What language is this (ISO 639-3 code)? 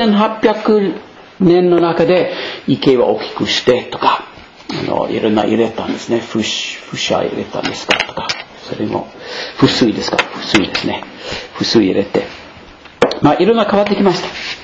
jpn